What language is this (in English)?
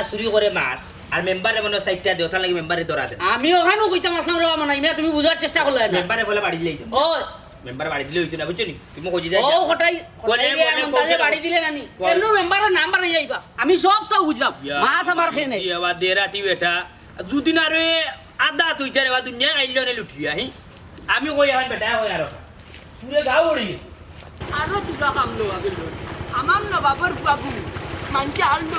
Sylheti